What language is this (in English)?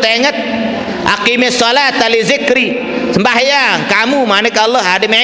Sasak